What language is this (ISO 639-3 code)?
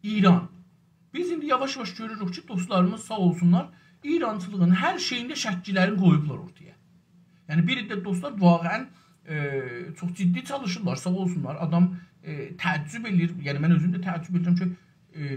azb